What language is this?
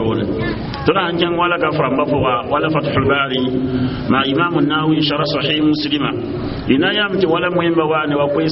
Mossi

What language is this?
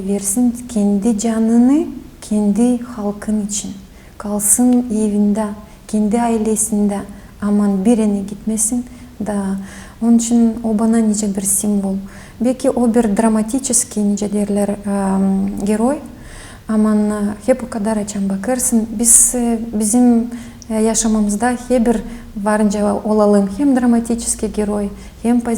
Gagauz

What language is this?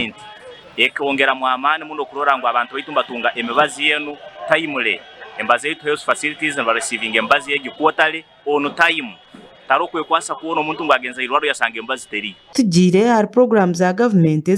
Nyankole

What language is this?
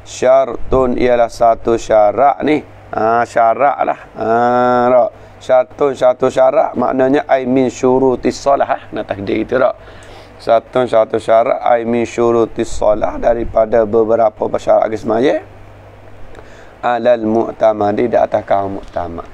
Malay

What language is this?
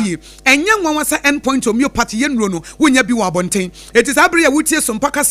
Akan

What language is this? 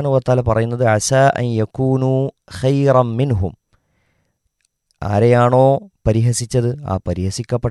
Malayalam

